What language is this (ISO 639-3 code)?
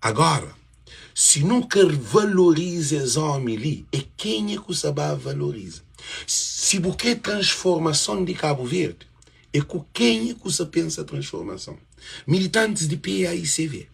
kea